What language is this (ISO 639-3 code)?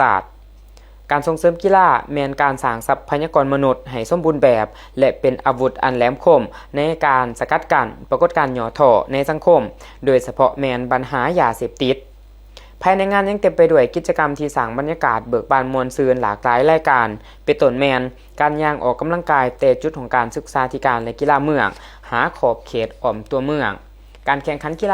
lao